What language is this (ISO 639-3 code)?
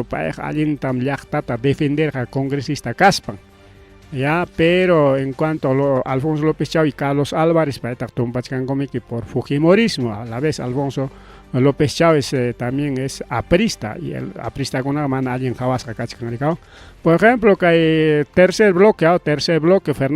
quy